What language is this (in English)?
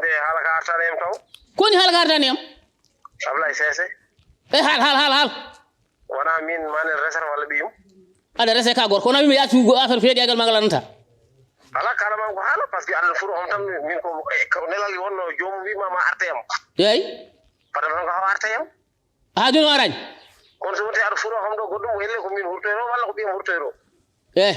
Fula